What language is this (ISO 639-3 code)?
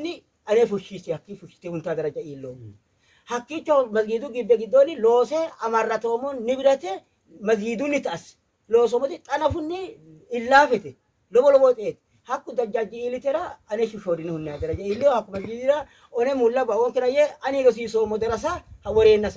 sid